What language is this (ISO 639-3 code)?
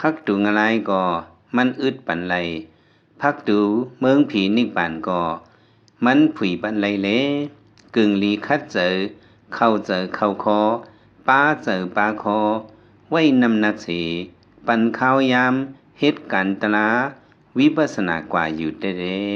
lao